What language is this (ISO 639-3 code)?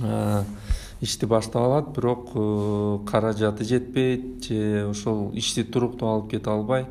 kir